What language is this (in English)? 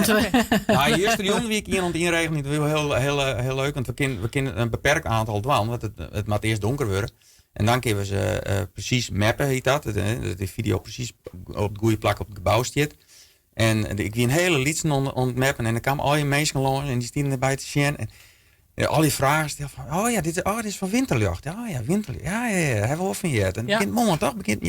Western Frisian